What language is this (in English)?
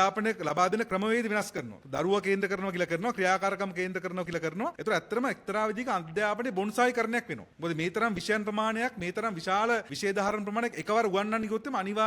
Sinhala